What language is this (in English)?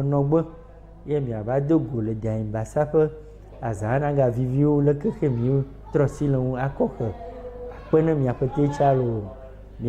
Ewe